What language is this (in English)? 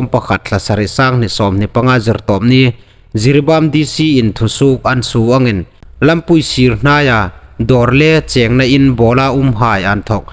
Hmar